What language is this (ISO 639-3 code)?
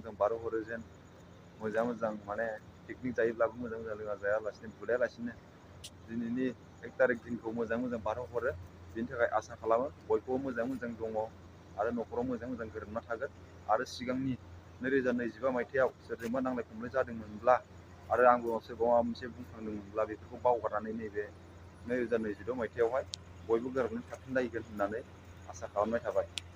brx